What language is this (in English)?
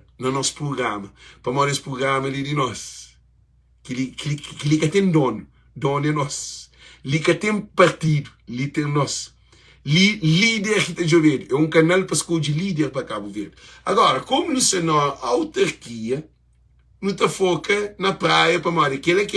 Kabuverdianu